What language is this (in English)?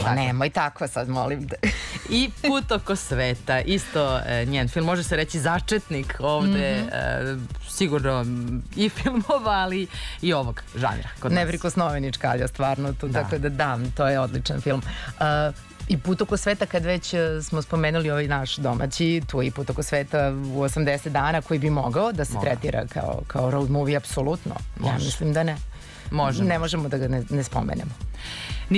Serbian